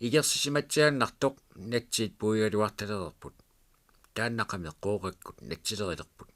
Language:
Kalaallisut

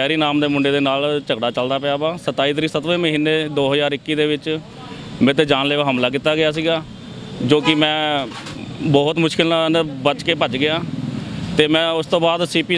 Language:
Punjabi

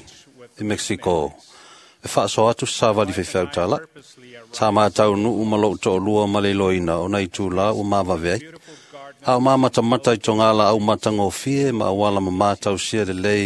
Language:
Samoan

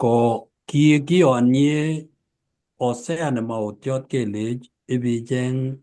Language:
Kalenjin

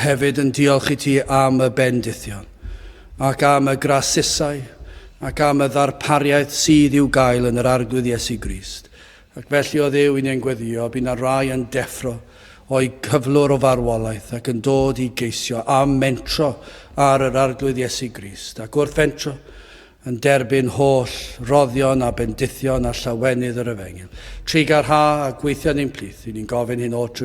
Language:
Welsh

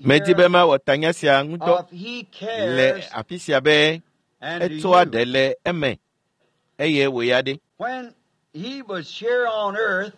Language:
Ewe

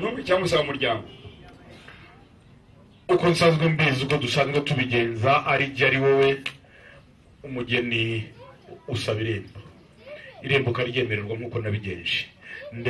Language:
Kinyarwanda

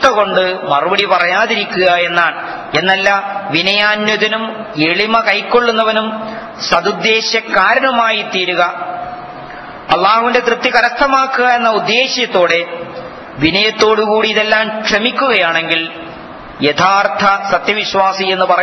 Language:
Malayalam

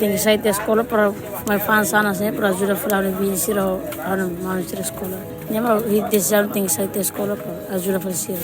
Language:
Tetum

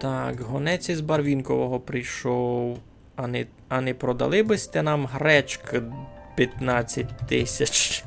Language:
Rusyn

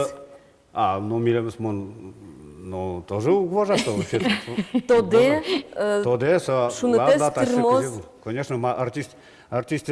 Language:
Udmurt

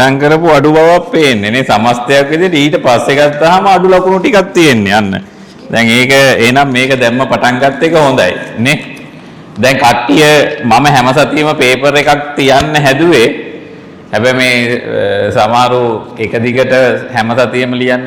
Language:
Sinhala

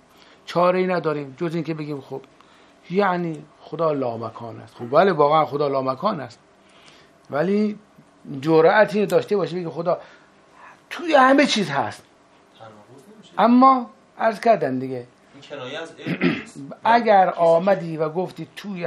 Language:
Persian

